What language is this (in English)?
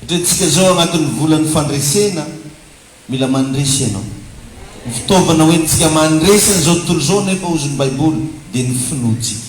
Malagasy